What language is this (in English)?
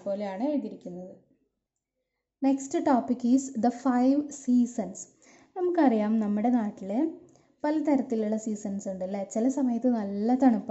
Malayalam